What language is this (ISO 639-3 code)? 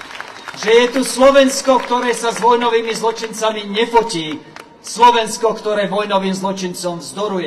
slk